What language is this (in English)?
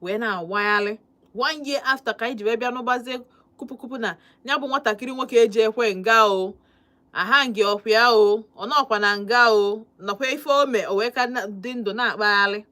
Igbo